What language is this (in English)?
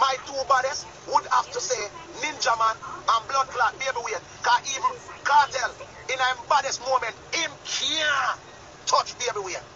Jamaican Creole English